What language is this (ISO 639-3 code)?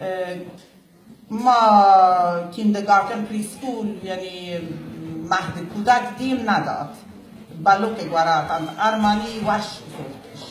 bal